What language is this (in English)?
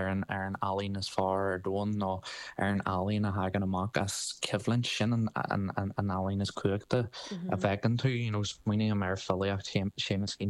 Irish